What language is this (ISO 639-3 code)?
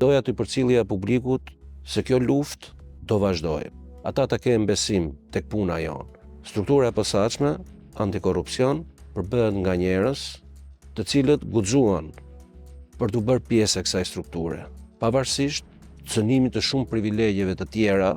sqi